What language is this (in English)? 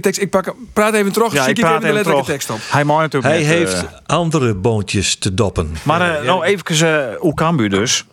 Western Frisian